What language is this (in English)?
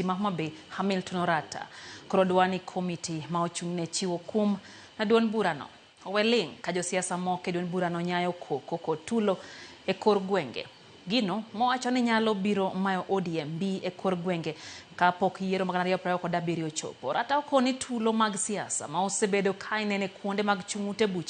Luo (Kenya and Tanzania)